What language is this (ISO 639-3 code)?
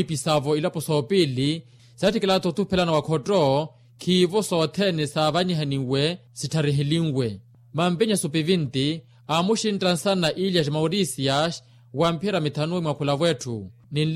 vmw